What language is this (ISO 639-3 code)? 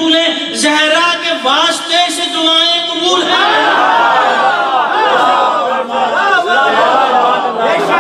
urd